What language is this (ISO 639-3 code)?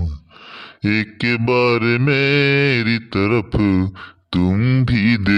awa